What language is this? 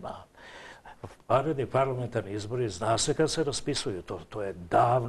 Serbian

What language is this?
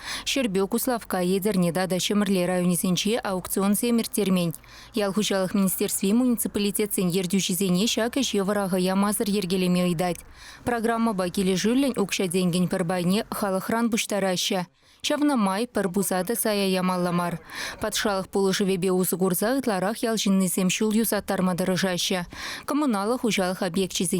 Chuvash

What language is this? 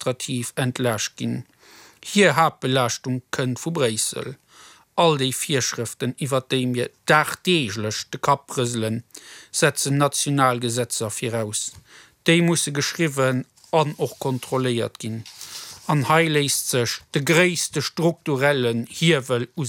Luxembourgish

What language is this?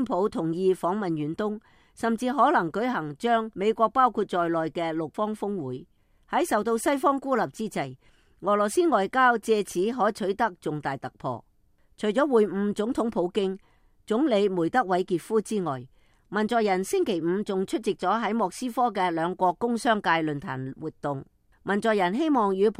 Cantonese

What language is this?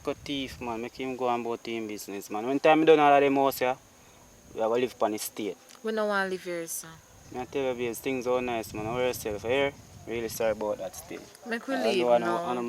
Jamaican Creole English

